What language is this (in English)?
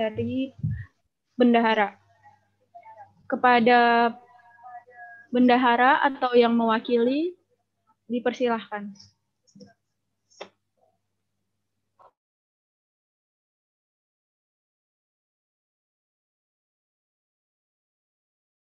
Indonesian